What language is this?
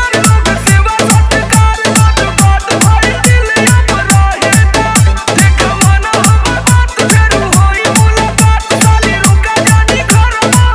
Bhojpuri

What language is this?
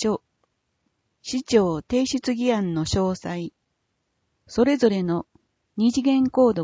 Japanese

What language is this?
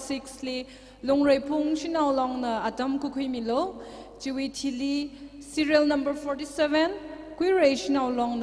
Tangkhul Naga (India)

